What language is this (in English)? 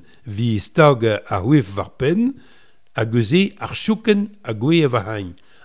Breton